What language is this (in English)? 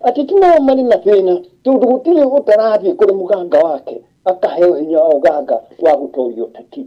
Kikuyu